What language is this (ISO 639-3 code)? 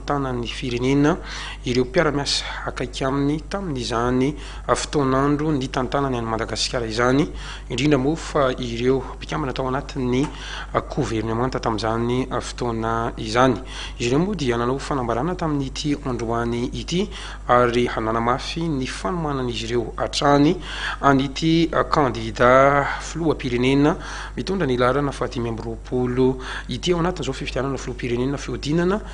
mlg